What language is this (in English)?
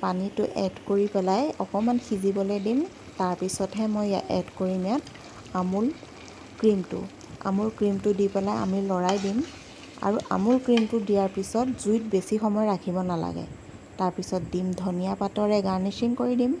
Assamese